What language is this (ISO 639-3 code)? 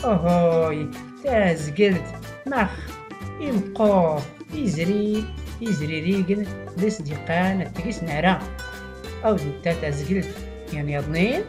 shi